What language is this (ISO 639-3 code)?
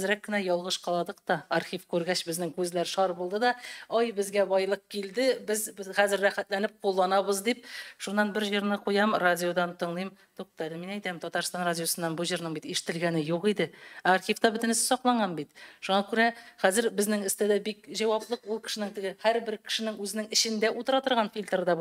tat